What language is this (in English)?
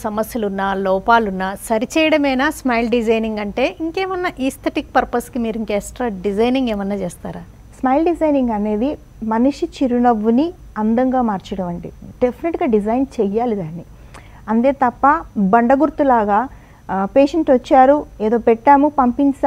Telugu